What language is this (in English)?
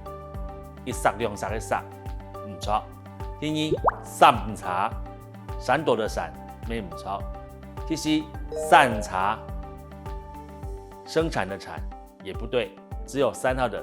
Hakka Chinese